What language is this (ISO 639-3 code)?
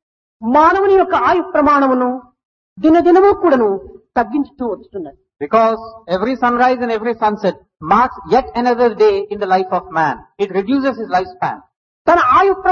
tel